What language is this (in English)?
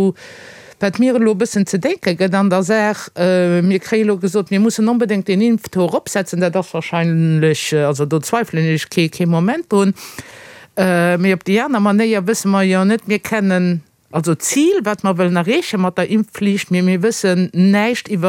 Luxembourgish